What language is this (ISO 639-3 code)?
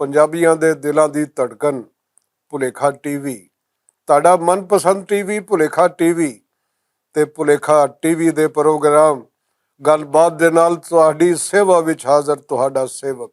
lah